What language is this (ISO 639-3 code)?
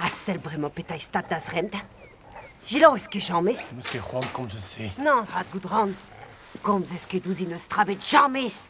bre